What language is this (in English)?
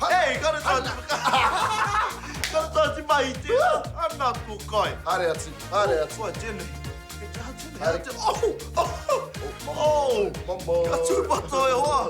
Māori